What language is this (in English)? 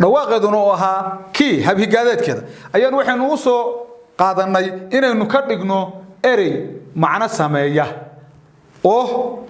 Somali